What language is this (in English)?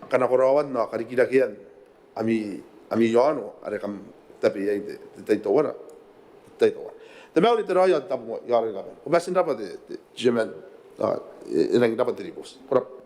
Gilbertese